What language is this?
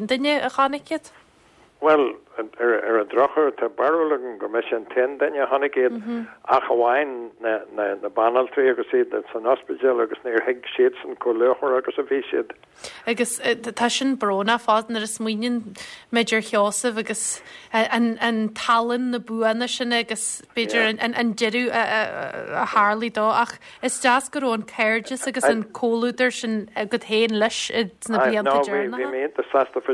Irish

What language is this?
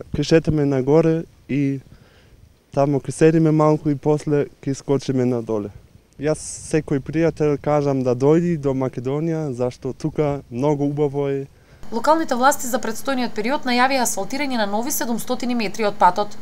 Macedonian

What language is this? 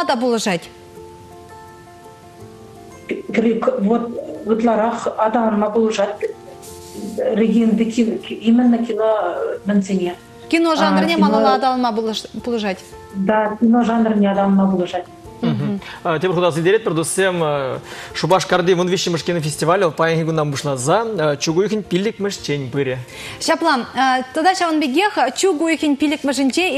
Chuvash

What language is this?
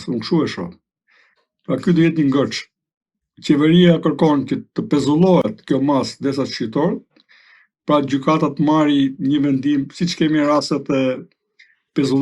Albanian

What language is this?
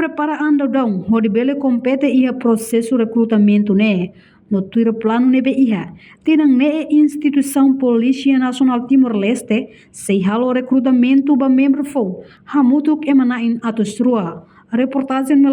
Tetum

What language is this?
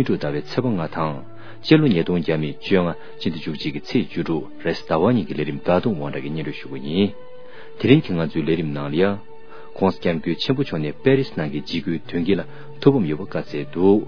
Tibetan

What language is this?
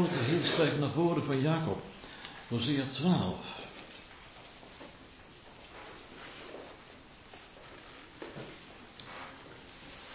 Dutch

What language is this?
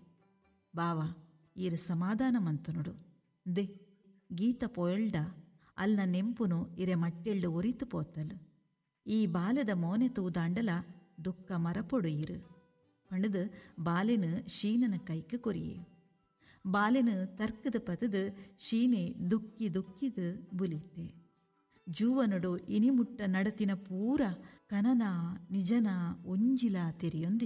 Tulu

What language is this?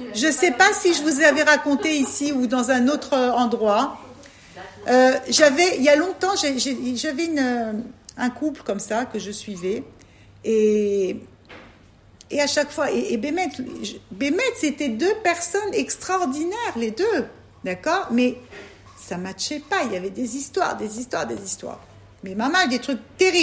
French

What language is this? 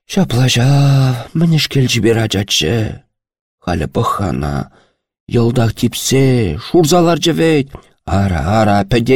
Chuvash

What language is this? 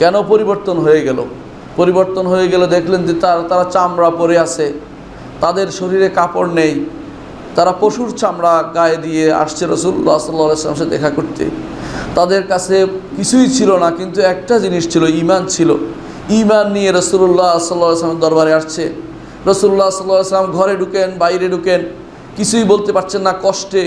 Bangla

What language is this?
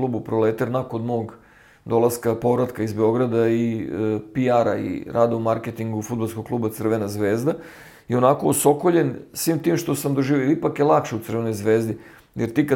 Serbian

